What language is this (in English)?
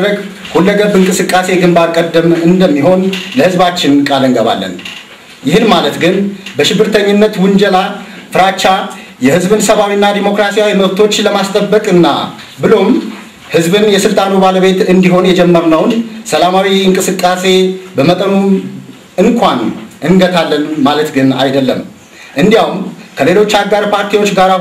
Amharic